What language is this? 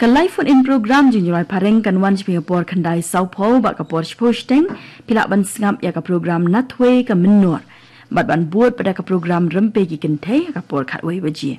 Khasi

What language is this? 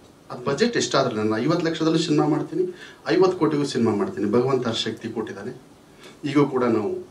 Kannada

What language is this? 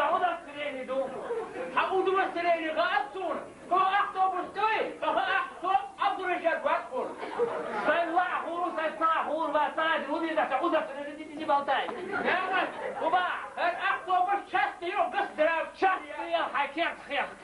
Chechen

